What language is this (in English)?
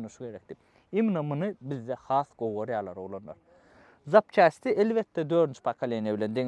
Turkmen